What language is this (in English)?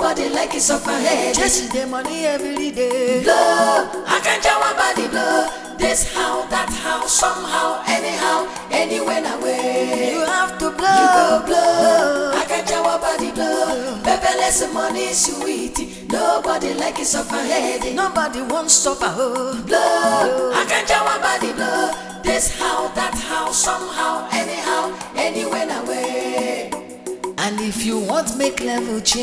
Nigerian Pidgin